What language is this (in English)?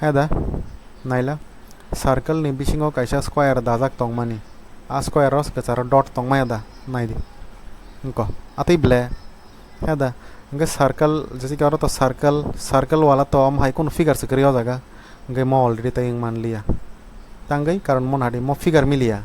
Kok Borok